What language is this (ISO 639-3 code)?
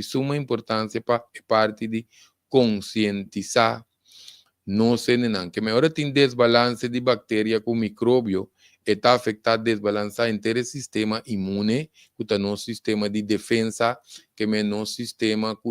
pap